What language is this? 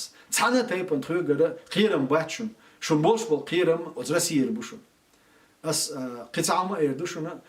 Chechen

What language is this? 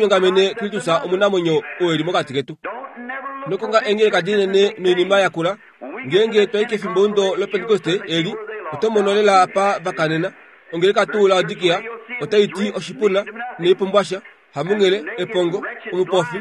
Kuanyama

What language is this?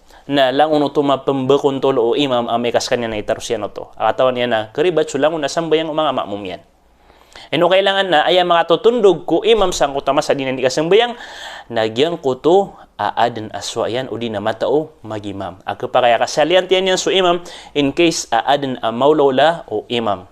Maranao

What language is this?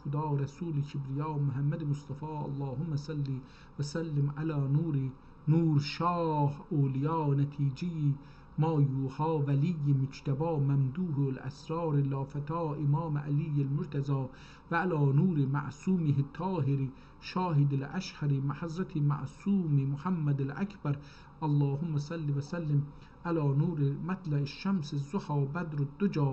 South Azerbaijani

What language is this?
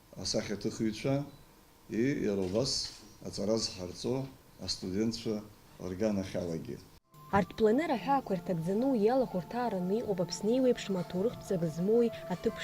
Abkhazian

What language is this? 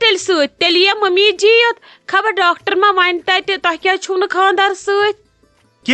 Kashmiri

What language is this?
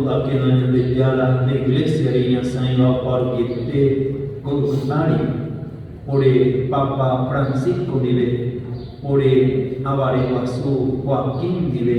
Guarani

